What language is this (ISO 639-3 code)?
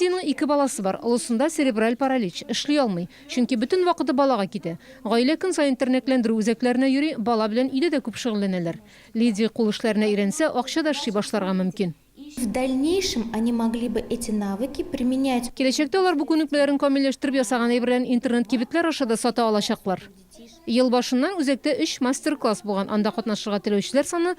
tat